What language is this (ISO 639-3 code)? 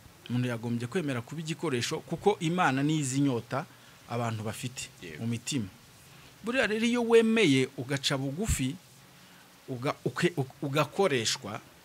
kin